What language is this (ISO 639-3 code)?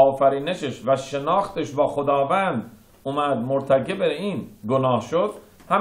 fas